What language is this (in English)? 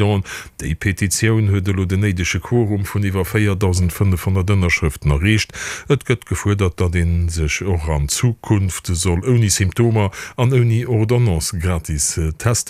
Luxembourgish